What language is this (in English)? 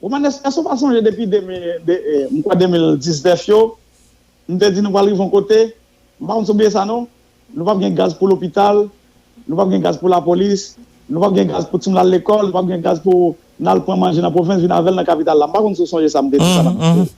Haitian Creole